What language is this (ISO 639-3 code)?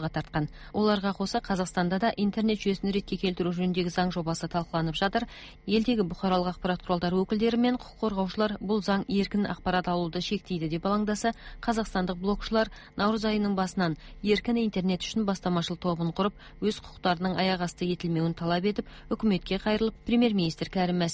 kaz